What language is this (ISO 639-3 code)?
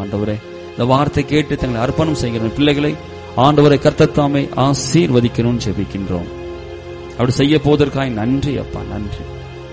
tam